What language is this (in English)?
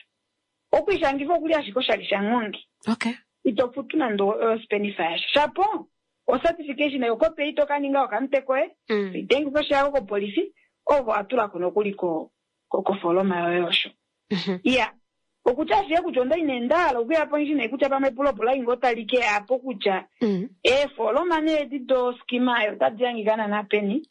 Kuanyama